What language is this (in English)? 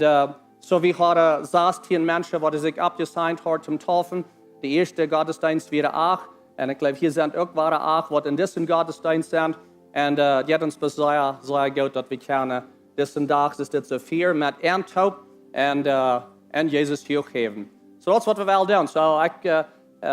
Plautdietsch